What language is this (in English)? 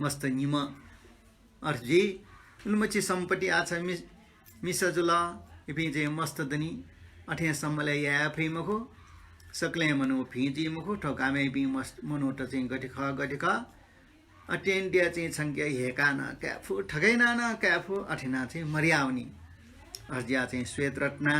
Newari